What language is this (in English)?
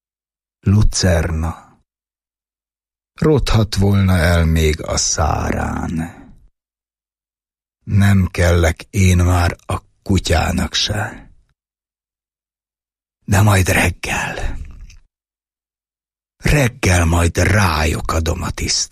Hungarian